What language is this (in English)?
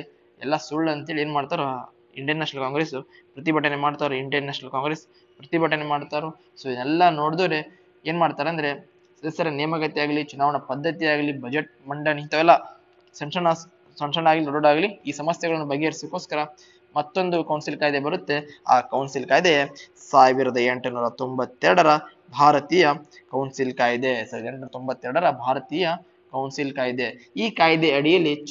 Kannada